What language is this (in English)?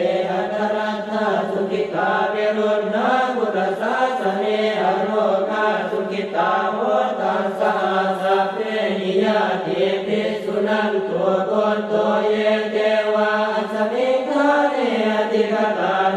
Pali